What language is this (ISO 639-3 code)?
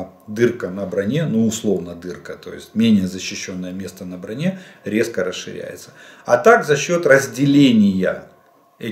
rus